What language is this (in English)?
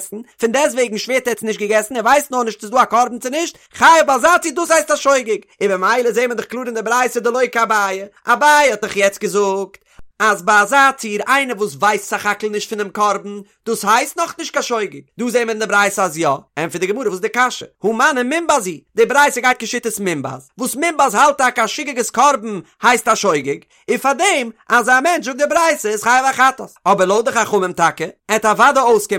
Yiddish